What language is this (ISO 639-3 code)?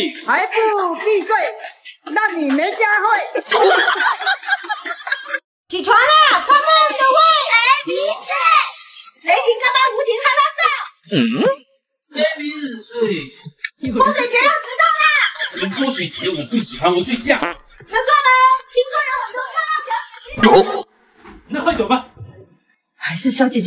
zho